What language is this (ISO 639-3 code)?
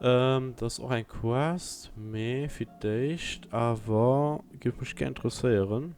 ltz